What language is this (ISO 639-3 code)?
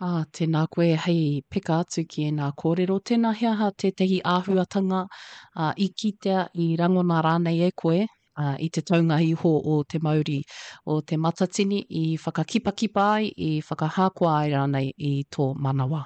mri